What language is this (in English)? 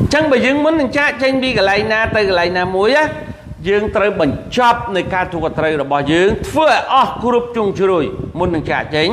Khmer